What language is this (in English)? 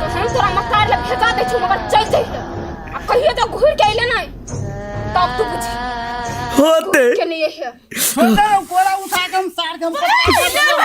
Maithili